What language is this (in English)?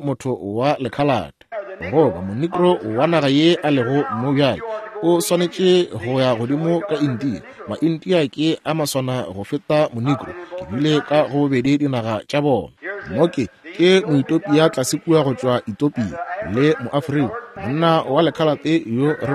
Northern Sotho